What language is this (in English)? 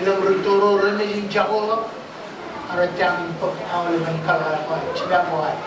Marshallese